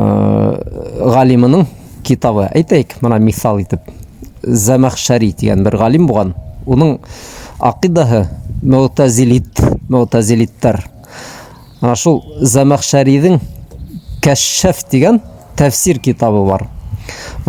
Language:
Bashkir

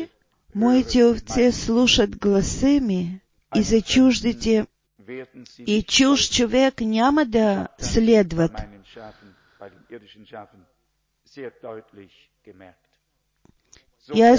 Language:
Bulgarian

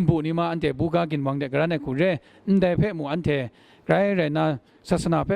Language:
Kachin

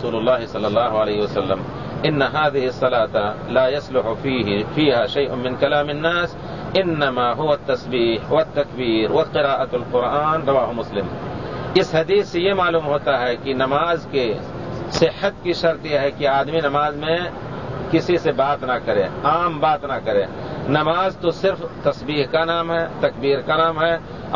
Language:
Urdu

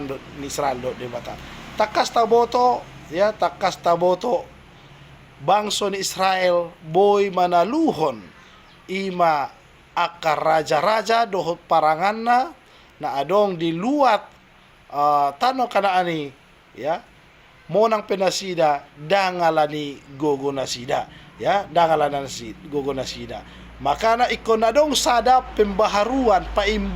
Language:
Batak Toba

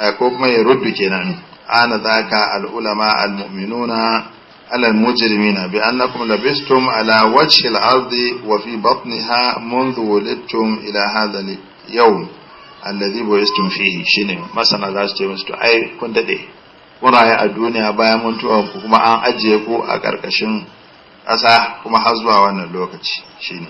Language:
Hausa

